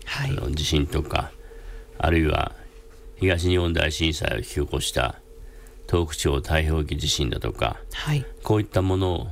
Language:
Japanese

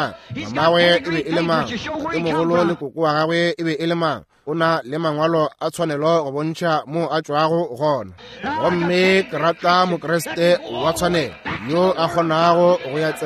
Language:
Northern Sotho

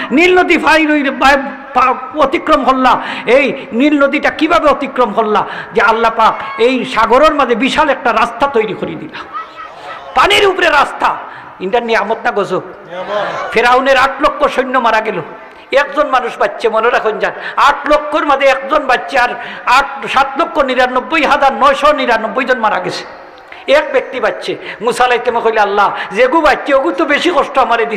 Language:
Sylheti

